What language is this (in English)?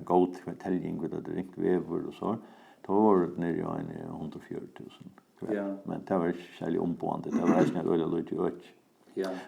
Faroese